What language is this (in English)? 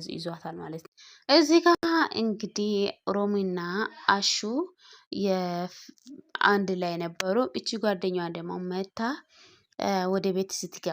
Amharic